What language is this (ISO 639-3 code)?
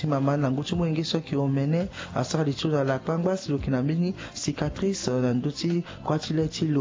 sag